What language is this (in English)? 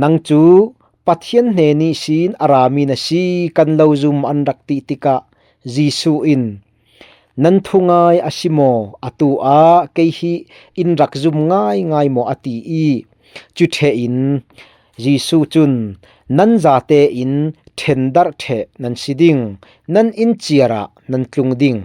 Falam Chin